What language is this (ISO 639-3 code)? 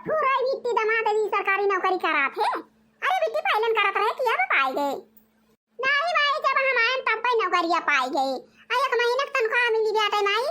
awa